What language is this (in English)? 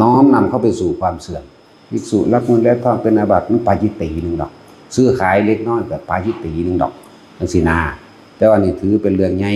Northeastern Thai